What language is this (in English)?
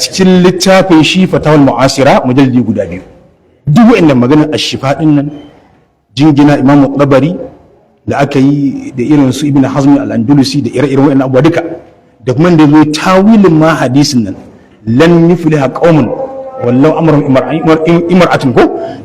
Hausa